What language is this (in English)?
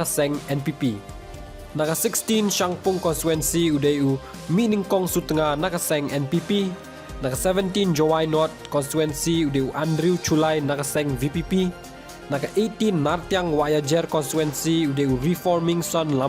Khasi